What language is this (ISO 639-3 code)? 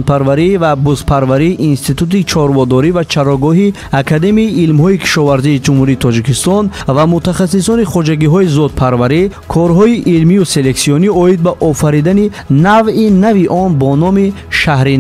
tgk